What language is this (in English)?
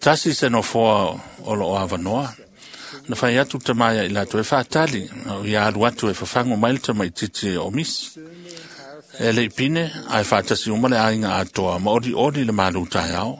Samoan